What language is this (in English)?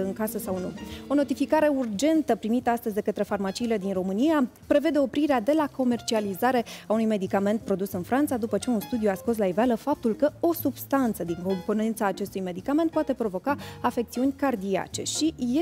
Romanian